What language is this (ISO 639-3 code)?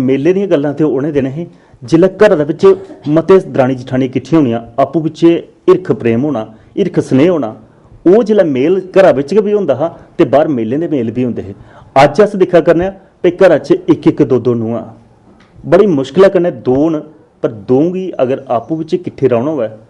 doi